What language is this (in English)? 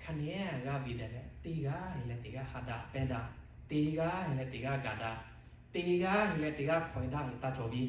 Lahu